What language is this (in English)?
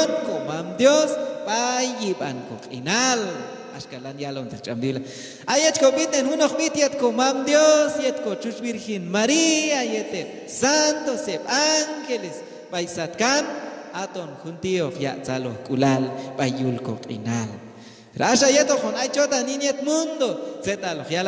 Q'anjob'al